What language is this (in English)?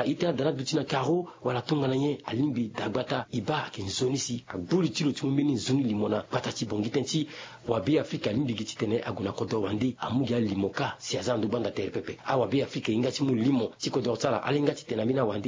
Sango